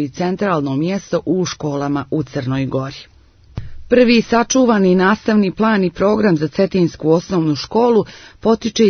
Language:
Serbian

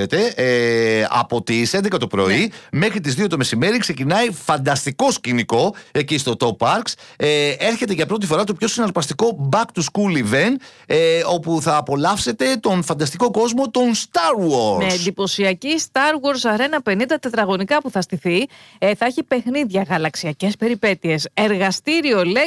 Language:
Greek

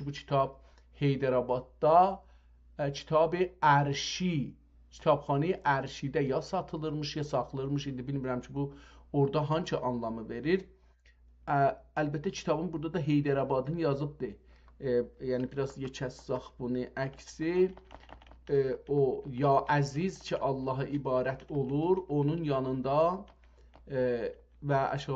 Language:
South Azerbaijani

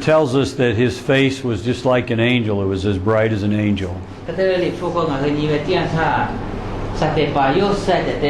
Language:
Lahu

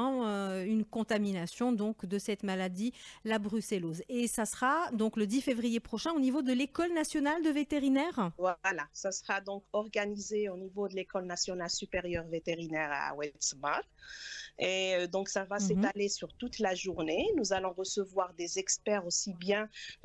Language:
French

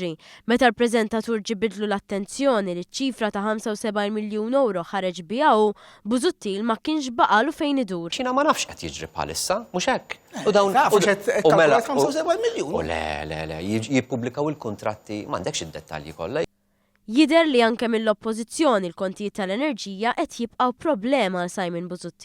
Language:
Maltese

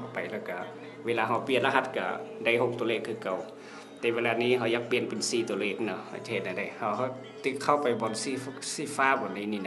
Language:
Lao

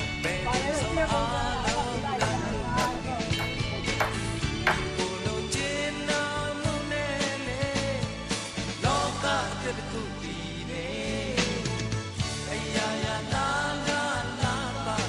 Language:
Burmese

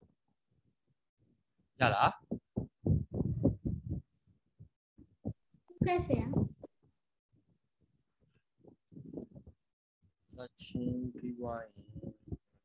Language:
Burmese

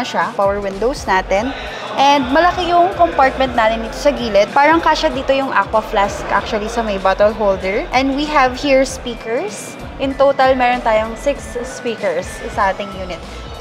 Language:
Filipino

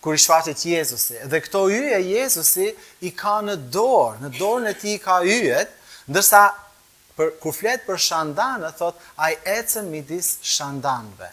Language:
Albanian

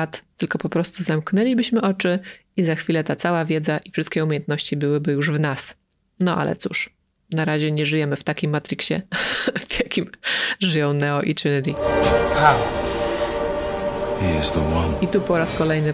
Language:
Polish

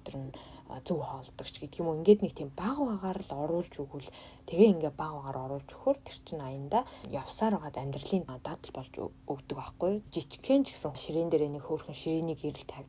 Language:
Mongolian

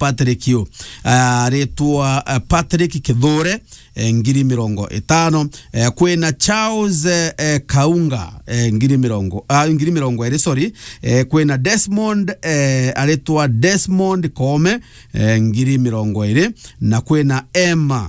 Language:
Meru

